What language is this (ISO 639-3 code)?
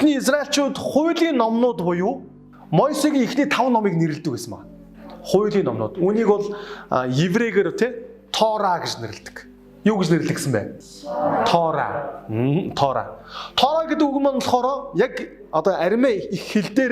mon